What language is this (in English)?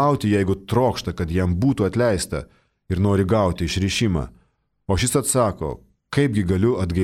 Lithuanian